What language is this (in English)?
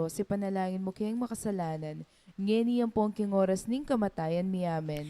Pampanga